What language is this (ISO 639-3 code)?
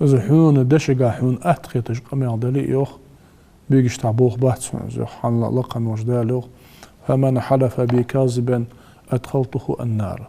inh